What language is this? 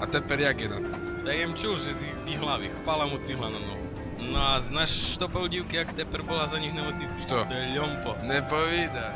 Rusyn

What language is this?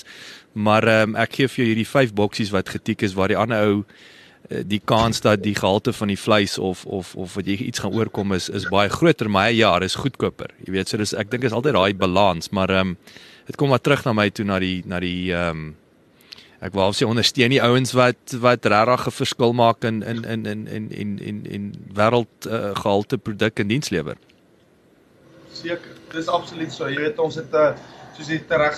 Afrikaans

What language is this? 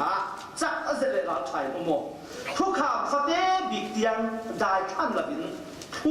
Falam Chin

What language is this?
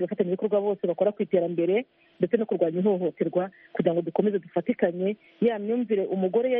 Kinyarwanda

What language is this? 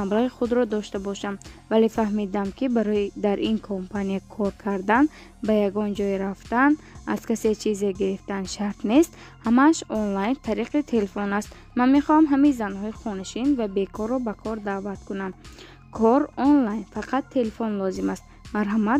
Tajik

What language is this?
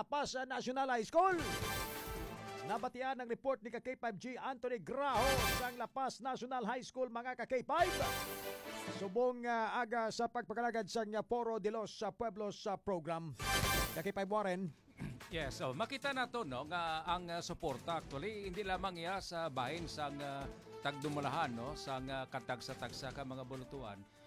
Hiligaynon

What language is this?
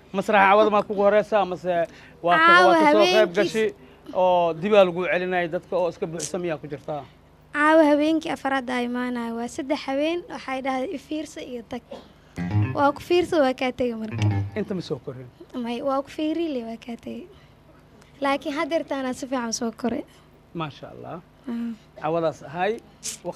Somali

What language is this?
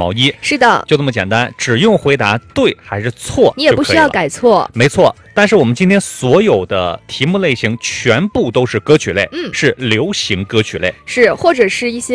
Chinese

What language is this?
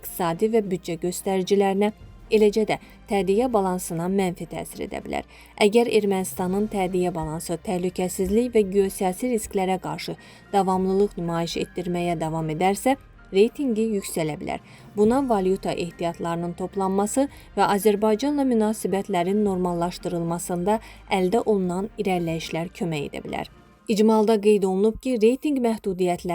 Azerbaijani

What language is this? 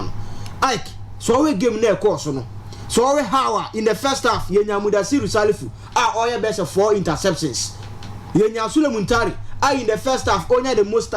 Akan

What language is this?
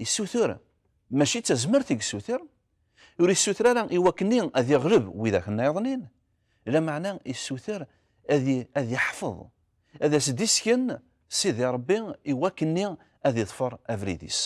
Kabyle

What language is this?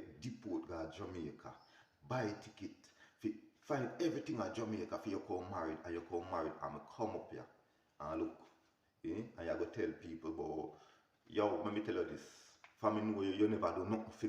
Jamaican Creole English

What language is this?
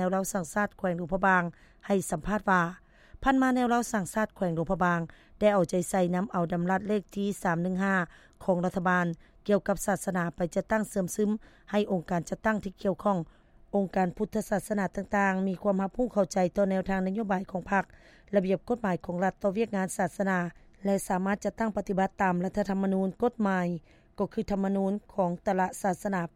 Lao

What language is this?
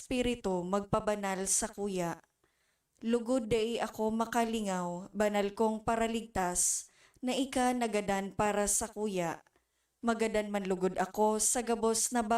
Bikol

